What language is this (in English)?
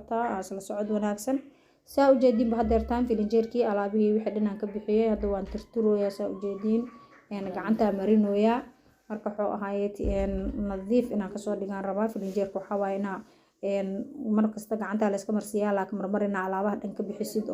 Somali